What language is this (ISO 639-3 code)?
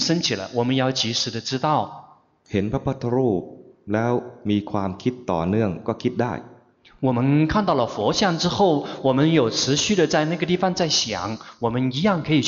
zho